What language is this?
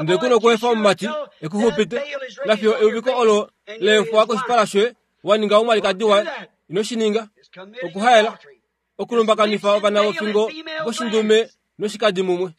Kuanyama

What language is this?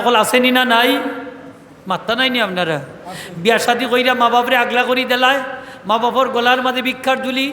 Sylheti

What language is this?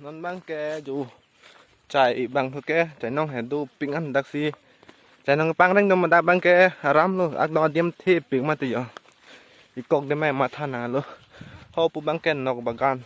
Karbi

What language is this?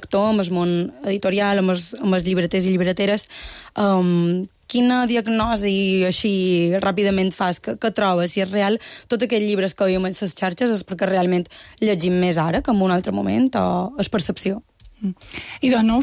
Catalan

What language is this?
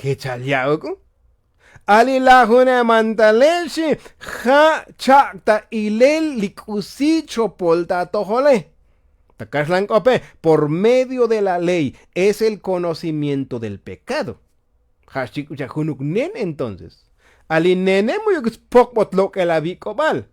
Tzotzil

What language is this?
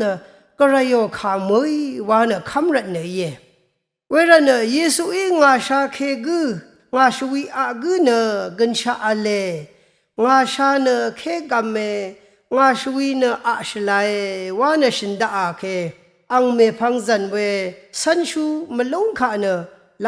Rawang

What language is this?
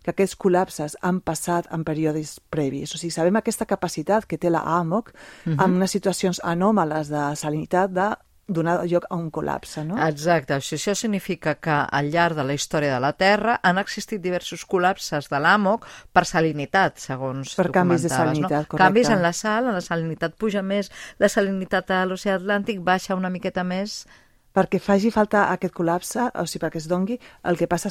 Catalan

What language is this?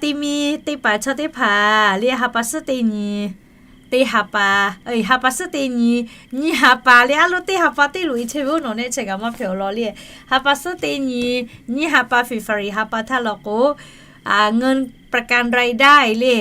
Lahu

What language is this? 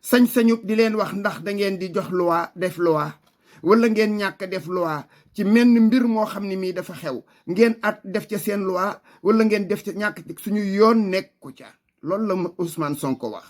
Wolof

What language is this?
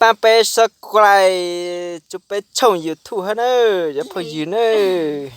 Hmong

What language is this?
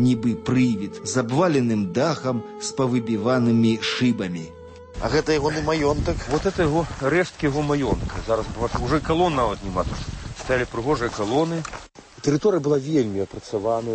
Belarusian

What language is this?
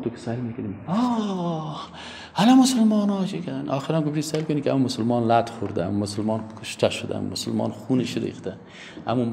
Persian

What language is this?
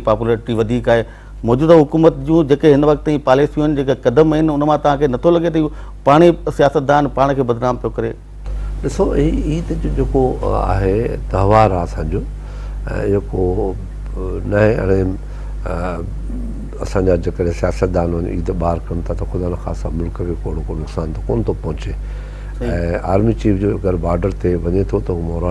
Sindhi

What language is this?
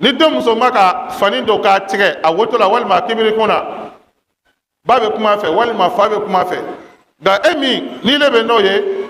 Bambara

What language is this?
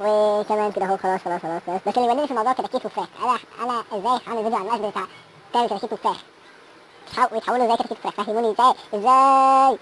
Egyptian Arabic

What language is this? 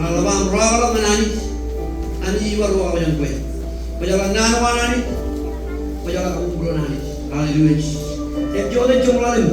Marshallese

